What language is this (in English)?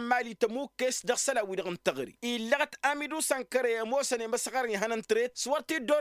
Tamasheq